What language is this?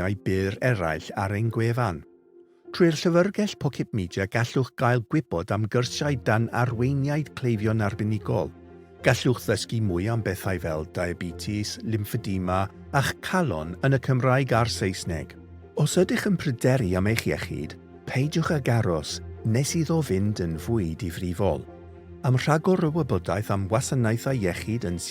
Welsh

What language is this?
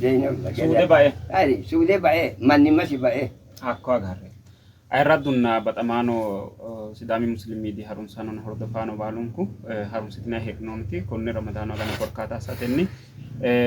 Sidamo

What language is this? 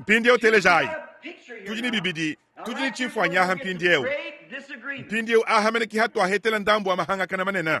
Luba-Lulua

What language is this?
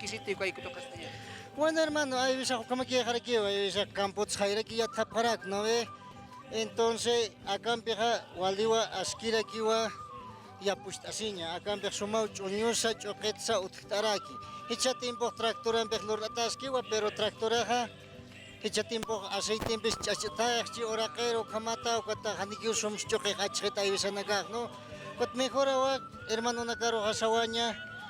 Aymara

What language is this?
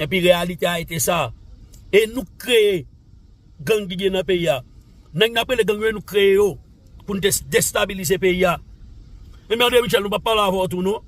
Haitian Creole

